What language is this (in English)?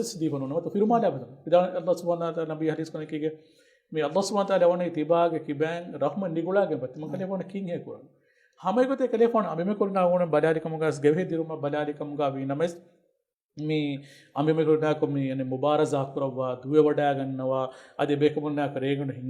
Divehi